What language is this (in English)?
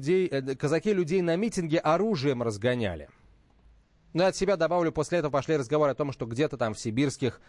Russian